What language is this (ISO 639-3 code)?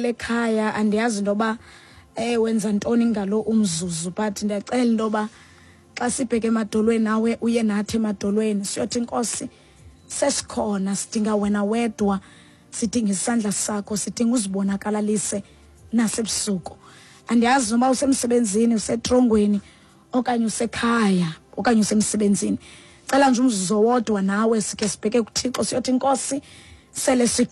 xho